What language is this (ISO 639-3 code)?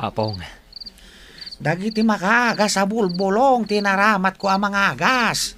ilo